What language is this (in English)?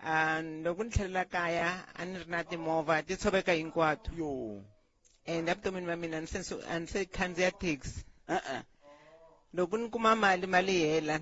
Tsonga